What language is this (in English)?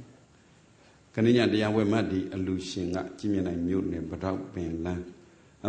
Burmese